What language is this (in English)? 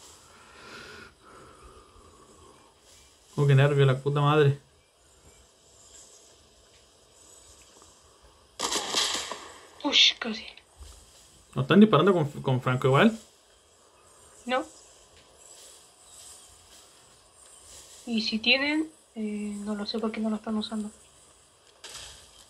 Spanish